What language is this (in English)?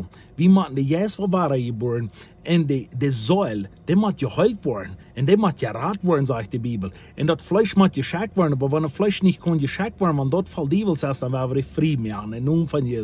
Plautdietsch